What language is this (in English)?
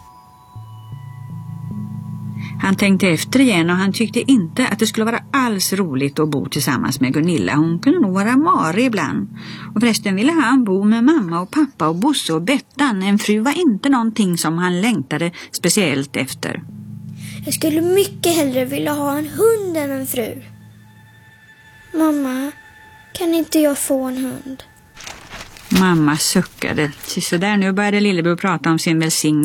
Swedish